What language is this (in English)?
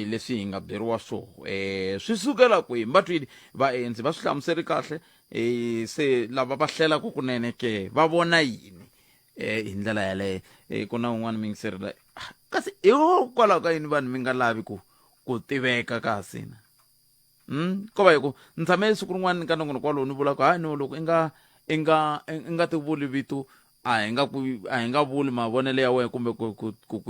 Tsonga